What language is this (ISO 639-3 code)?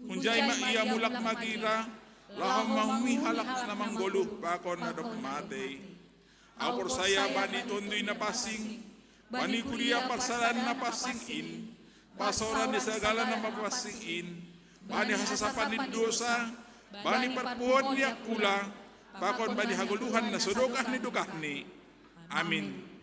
bts